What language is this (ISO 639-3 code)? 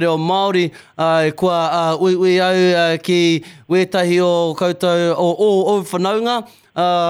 mri